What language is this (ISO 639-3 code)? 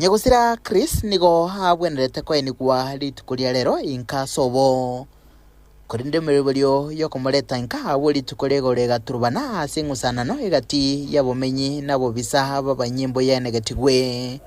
guz